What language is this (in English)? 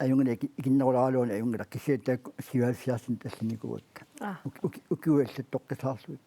Kalaallisut